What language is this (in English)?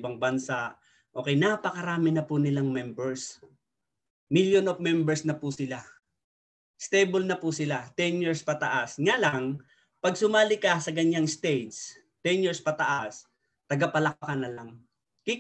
Filipino